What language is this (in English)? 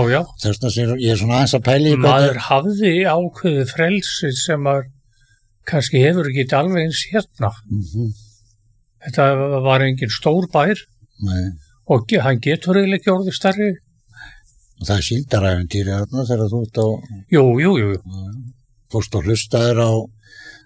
Icelandic